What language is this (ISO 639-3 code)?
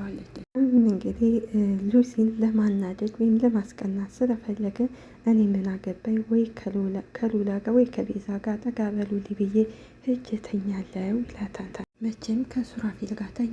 amh